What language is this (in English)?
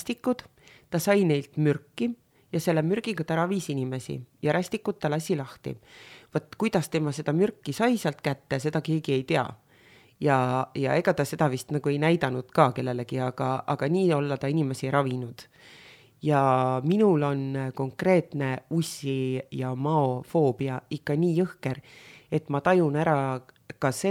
Estonian